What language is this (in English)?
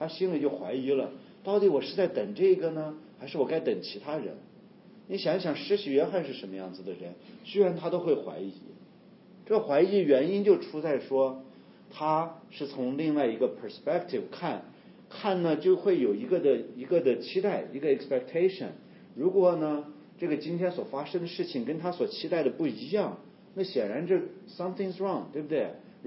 Chinese